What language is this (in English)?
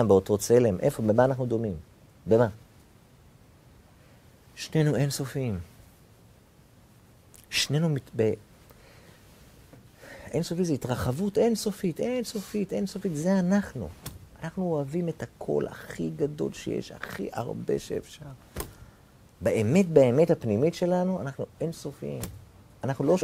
Hebrew